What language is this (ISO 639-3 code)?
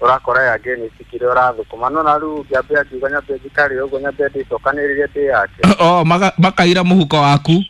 kik